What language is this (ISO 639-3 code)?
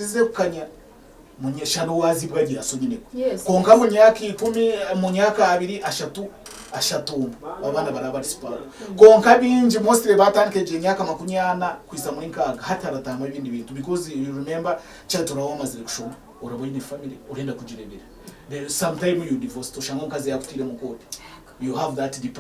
nyn